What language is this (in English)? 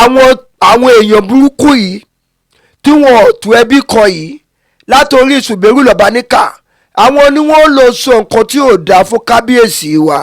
Yoruba